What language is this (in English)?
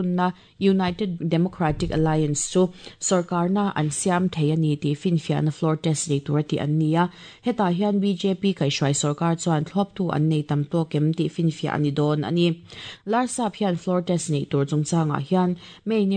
Mizo